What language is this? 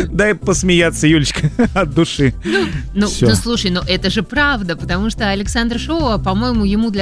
Russian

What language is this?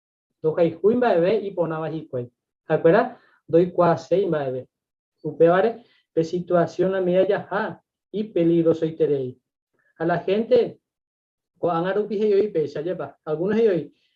Guarani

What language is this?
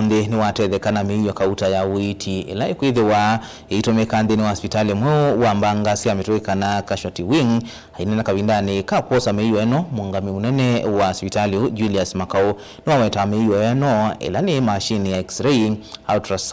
Kamba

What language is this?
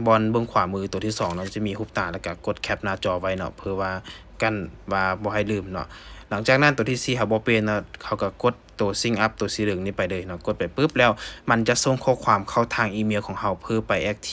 Lao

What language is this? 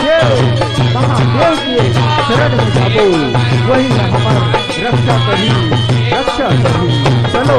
Chhattisgarhi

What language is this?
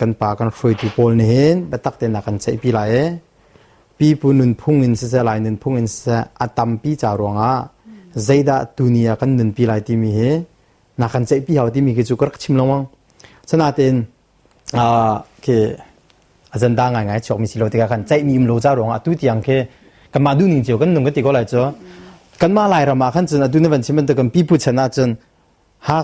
Hakha Chin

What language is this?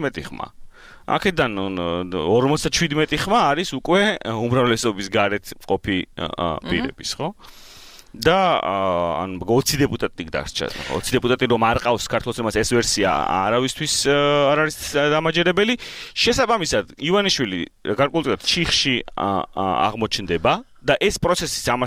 Georgian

